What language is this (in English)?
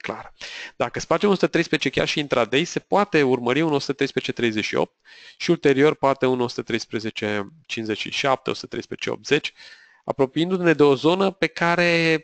Romanian